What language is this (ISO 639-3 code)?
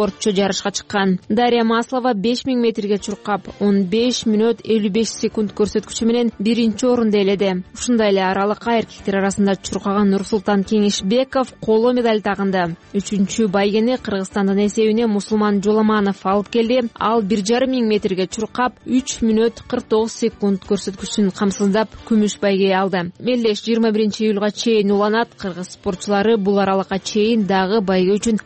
kir